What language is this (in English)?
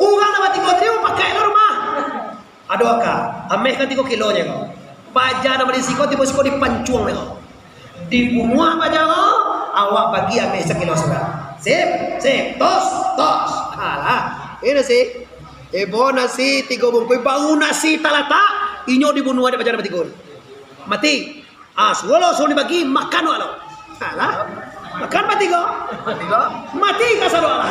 Minangkabau